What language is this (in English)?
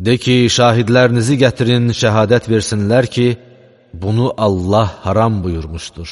Azerbaijani